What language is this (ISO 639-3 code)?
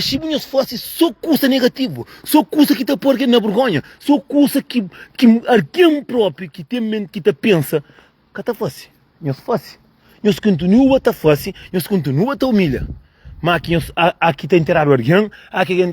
kea